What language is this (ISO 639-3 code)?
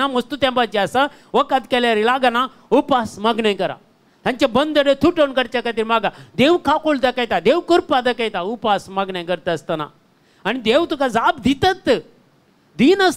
kok